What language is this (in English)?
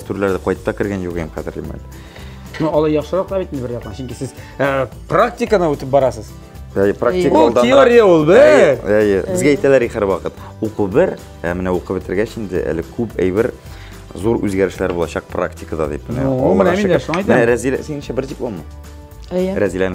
Tatar